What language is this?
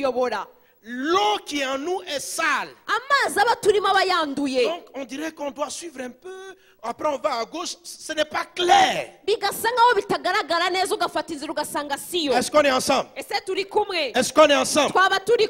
Kinyarwanda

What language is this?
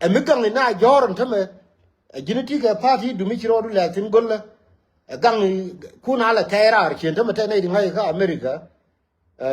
Nuer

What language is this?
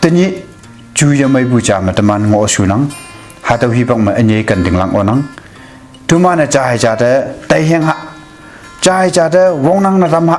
Konyak Naga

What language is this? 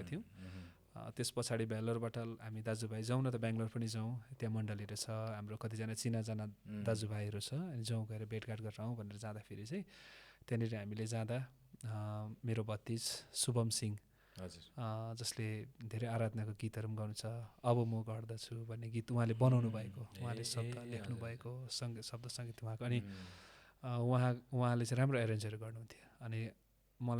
Nepali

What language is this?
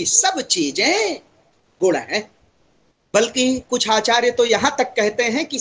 Hindi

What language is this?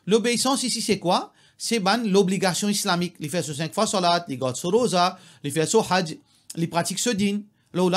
Morisyen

